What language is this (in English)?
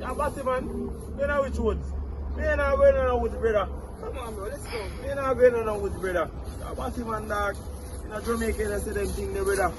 Jamaican Creole English